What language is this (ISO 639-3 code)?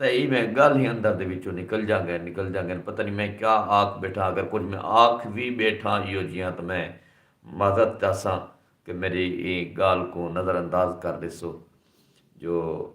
skr